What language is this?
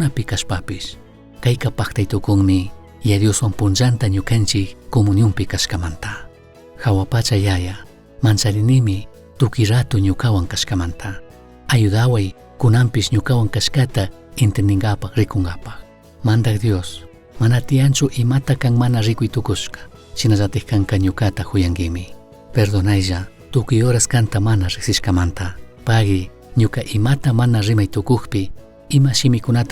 Chimborazo Highland Quichua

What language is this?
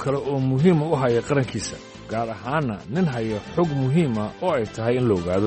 Somali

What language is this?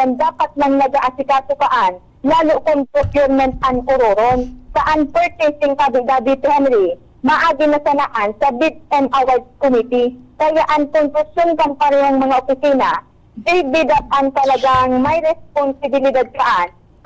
Bikol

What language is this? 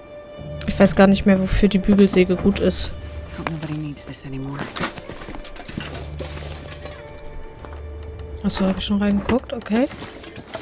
German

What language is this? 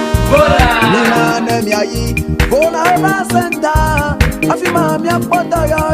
Ewe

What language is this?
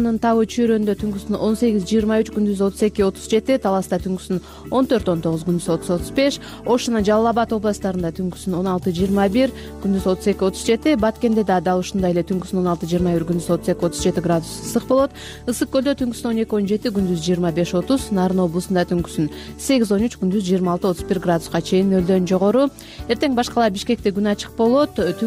Kyrgyz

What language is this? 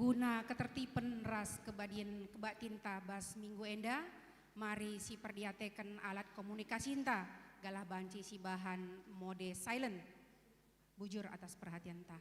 Batak Karo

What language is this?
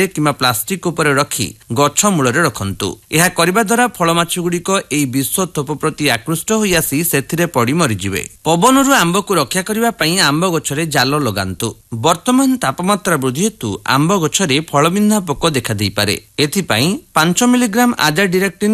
Odia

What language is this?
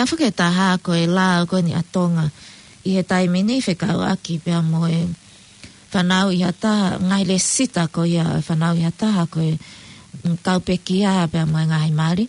Tongan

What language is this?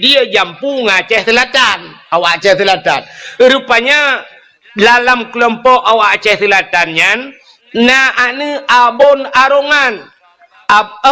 Achinese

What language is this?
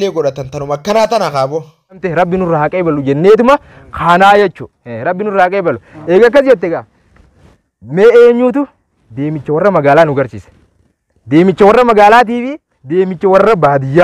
Oromo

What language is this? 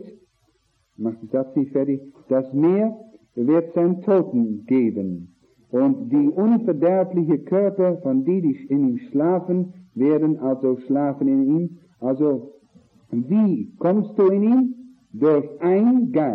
German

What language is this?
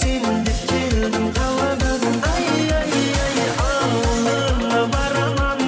Kara-Kalpak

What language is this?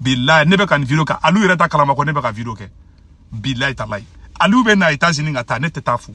Bambara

